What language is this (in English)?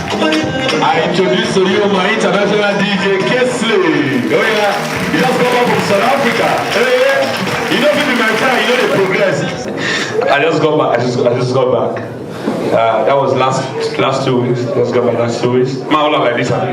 Nigerian Pidgin